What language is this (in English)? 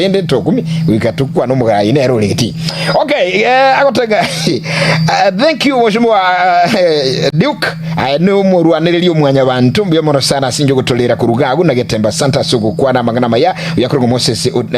Gusii